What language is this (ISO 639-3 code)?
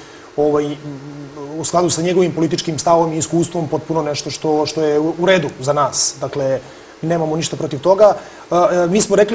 srp